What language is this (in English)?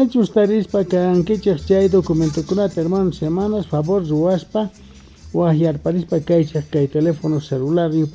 South Bolivian Quechua